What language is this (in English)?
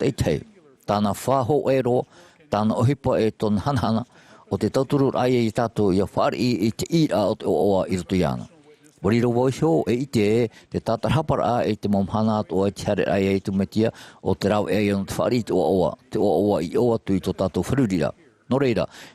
Tahitian